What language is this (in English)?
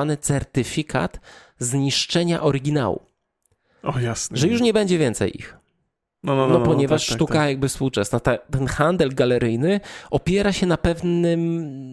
Polish